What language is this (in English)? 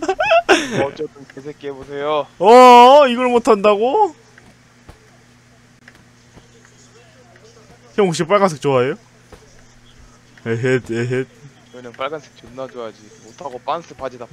Korean